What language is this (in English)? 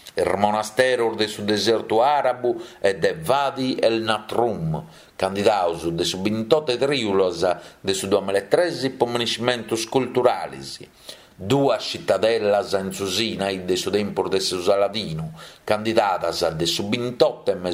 Sardinian